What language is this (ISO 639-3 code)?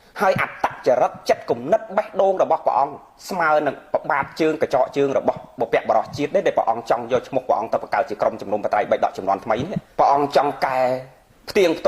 khm